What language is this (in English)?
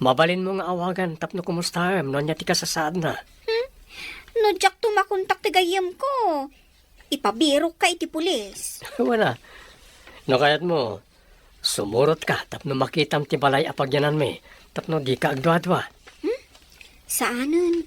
Iloko